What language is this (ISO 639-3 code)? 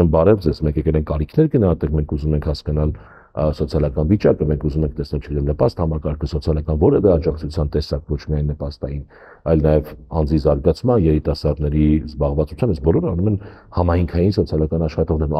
hye